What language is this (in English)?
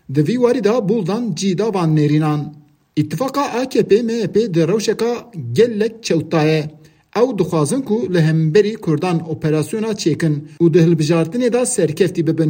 Kurdish